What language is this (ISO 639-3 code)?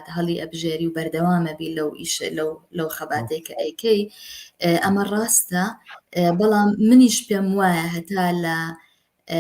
ckb